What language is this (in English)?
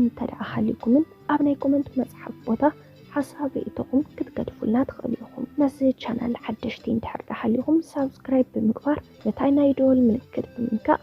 Tigrinya